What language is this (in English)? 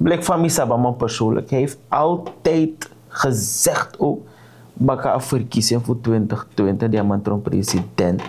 Sranan Tongo